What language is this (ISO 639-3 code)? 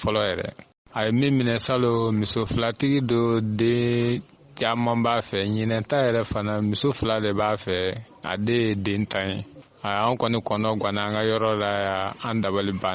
bam